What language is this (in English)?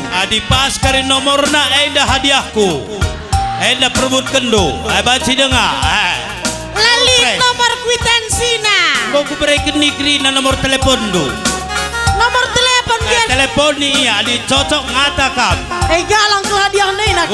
Batak Karo